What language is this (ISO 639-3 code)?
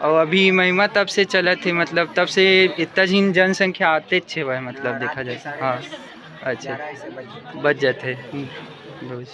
hne